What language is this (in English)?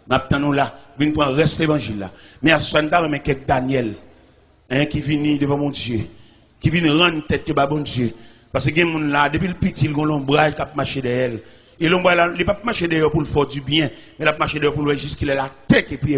Haitian Creole